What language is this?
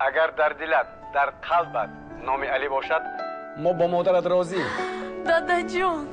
Tajik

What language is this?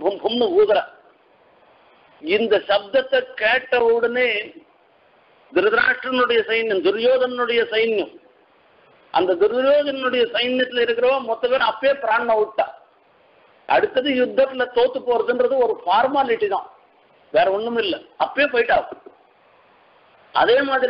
Tamil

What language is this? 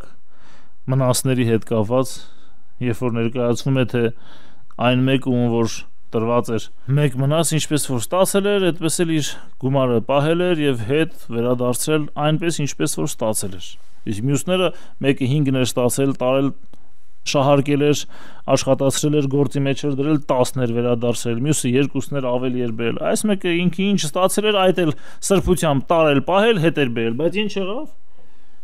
Armenian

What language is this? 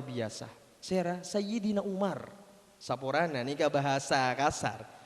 Madurese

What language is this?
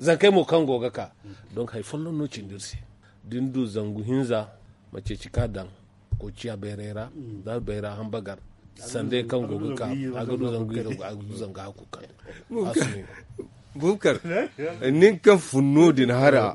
Zarma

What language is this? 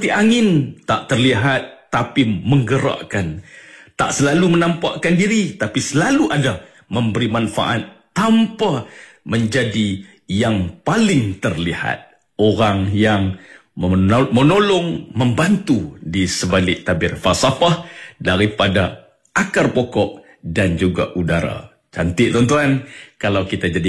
Malay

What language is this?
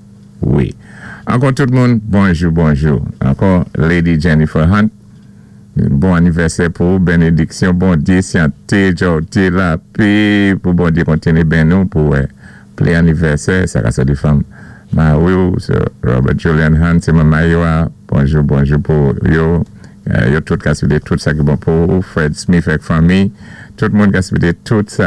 Saint Lucian Creole French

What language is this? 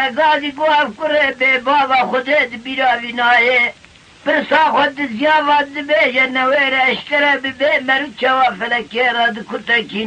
Kurdish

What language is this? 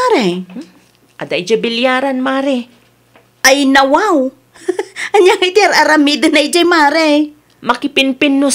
Iloko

